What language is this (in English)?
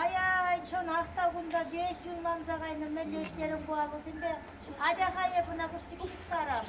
Chuvash